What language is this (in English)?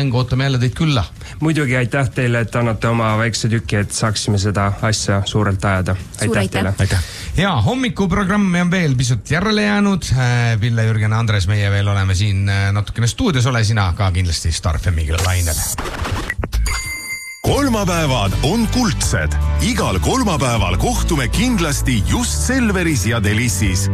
Estonian